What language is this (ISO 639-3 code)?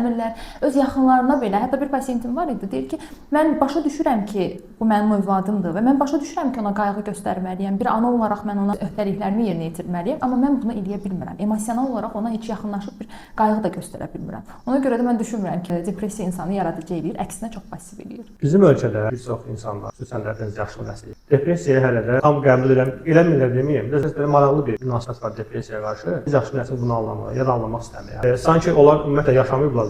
aze